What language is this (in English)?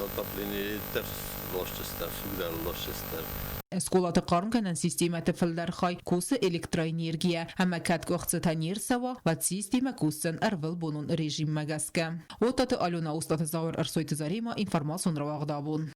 Ossetic